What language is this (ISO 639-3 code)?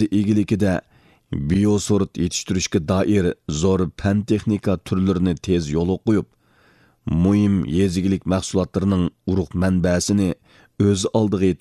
uig